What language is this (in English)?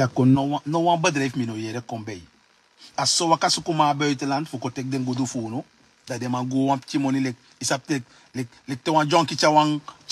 Sranan Tongo